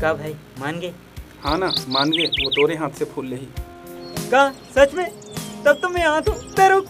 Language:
Chhattisgarhi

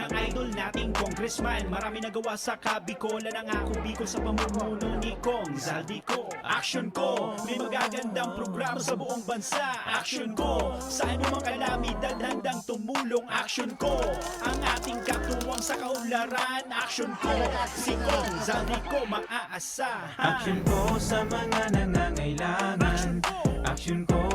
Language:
Bikol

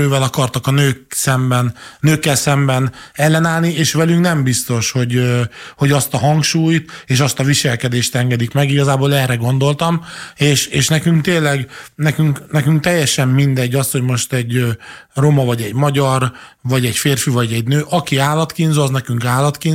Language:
Hungarian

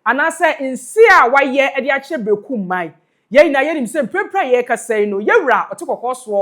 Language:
Akan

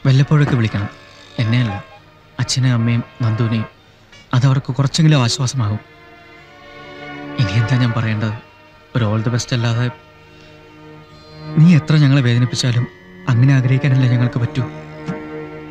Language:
Malayalam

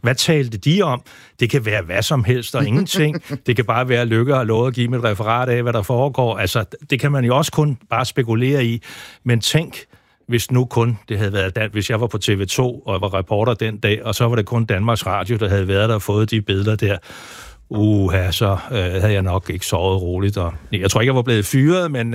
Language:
Danish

